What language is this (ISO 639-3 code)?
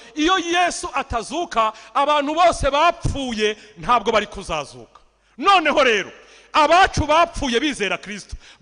kin